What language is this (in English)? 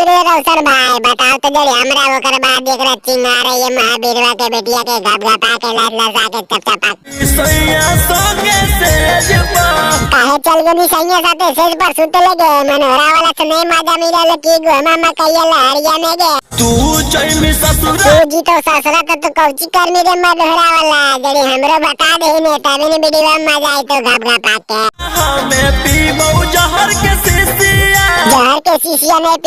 Magahi